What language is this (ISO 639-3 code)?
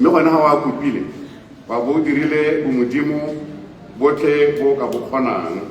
tsn